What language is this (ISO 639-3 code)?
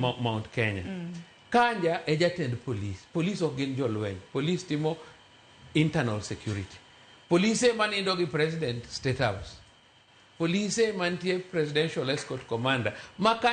luo